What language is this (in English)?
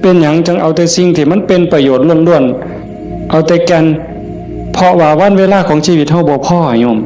Northeastern Thai